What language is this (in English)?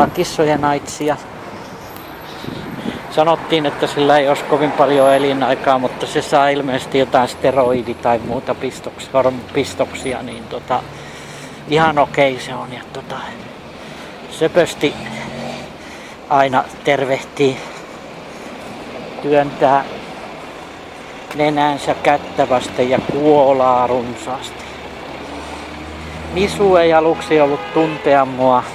Finnish